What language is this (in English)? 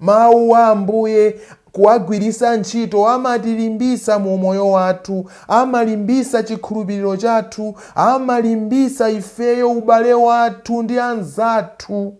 Nyanja